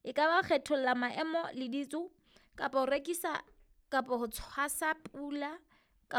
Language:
Southern Sotho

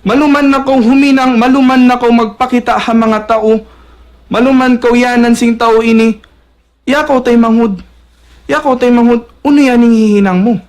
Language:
Tausug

